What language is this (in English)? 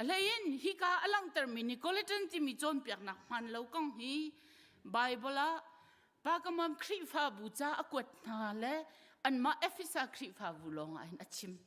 Hakha Chin